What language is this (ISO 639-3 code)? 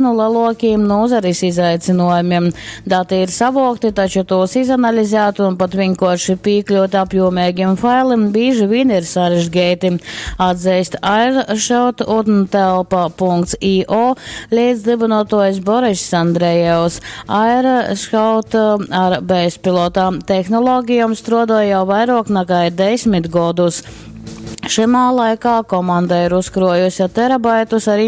ltg